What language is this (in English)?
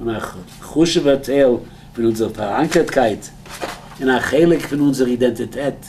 Yiddish